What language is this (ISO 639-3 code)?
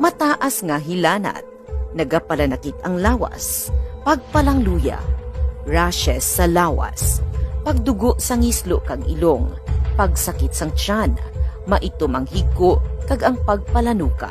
hil